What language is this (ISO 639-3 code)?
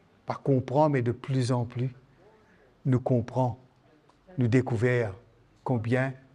mfe